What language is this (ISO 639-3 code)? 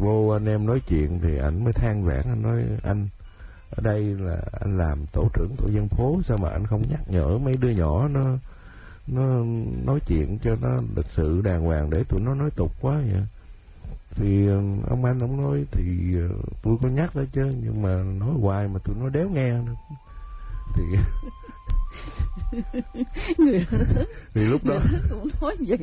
vie